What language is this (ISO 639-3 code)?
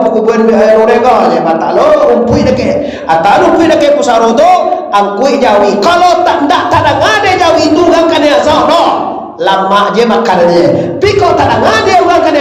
min